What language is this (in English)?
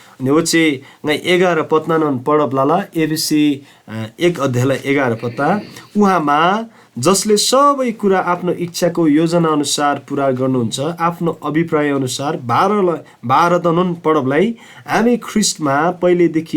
Eastern Tamang